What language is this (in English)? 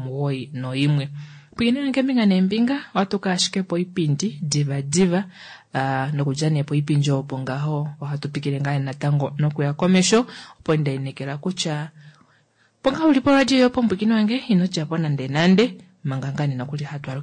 Kuanyama